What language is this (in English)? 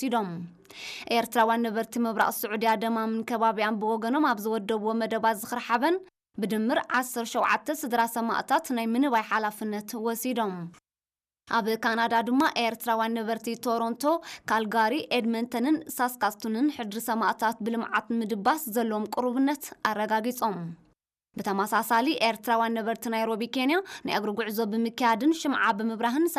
Tigrinya